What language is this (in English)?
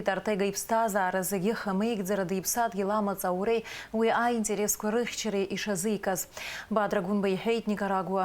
Abkhazian